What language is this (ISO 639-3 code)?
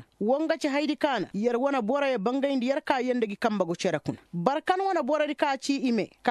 ses